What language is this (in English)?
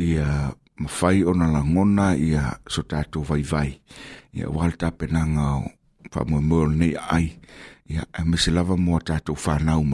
Samoan